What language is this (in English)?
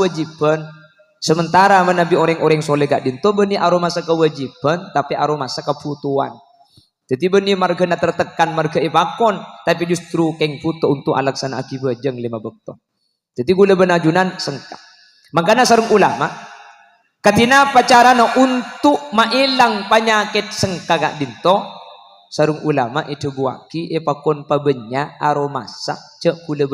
Madurese